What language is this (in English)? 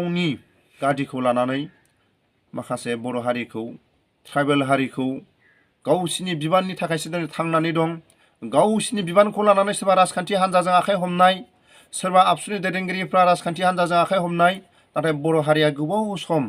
Bodo